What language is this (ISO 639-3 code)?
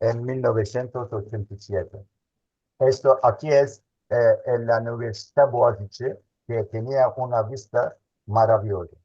lad